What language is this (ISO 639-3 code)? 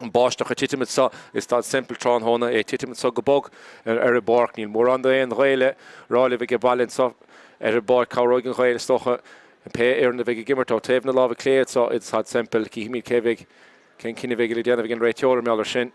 gle